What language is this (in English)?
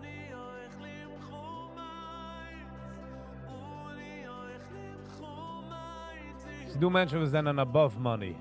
Yiddish